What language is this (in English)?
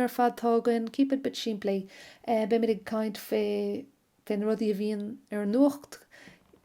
Irish